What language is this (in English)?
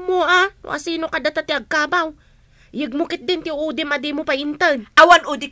Iloko